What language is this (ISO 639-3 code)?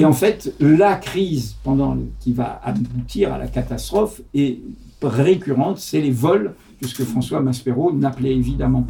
fra